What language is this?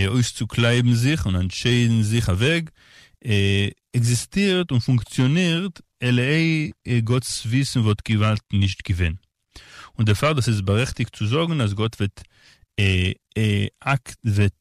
Yiddish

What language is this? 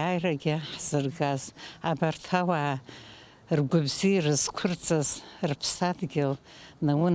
Abkhazian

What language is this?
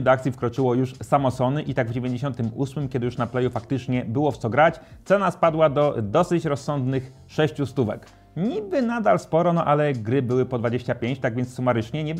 Polish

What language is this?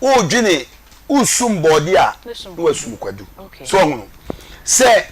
Akan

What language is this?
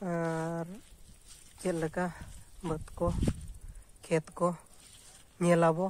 Santali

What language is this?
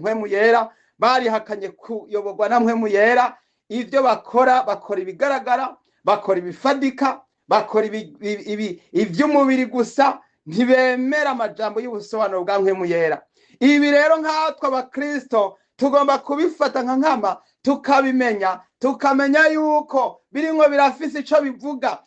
Rundi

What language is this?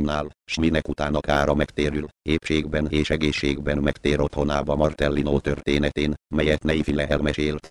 Hungarian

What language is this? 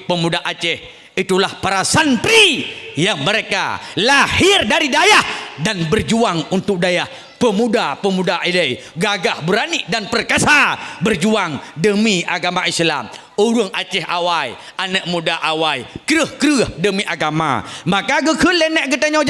Achinese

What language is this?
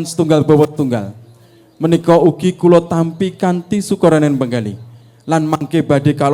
Javanese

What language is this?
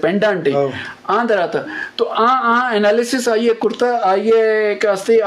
Eastern Balochi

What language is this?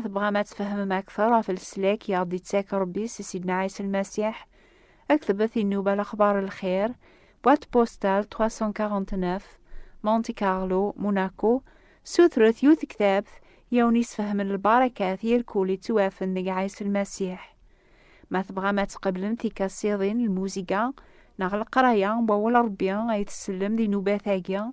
Kabyle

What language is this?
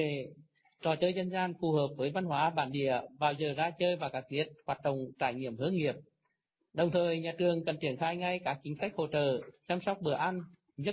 Vietnamese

